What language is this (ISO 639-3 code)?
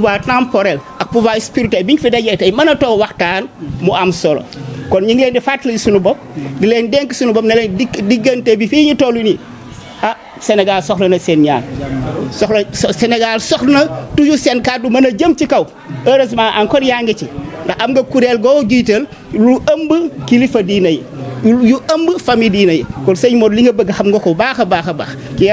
wol